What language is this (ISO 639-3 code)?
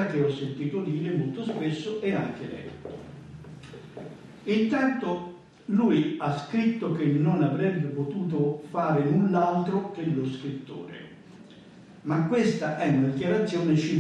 ita